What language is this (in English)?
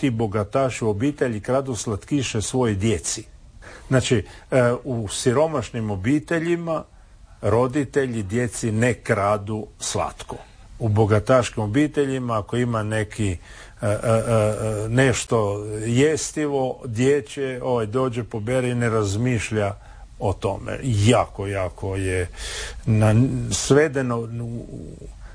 Croatian